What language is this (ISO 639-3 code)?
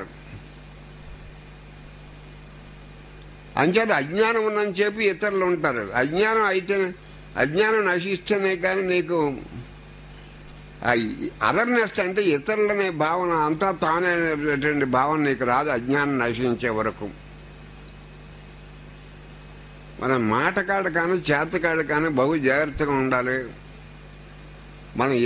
tel